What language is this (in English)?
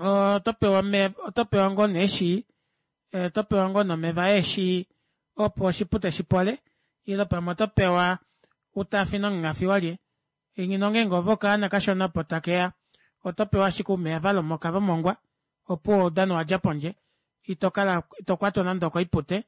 Kuanyama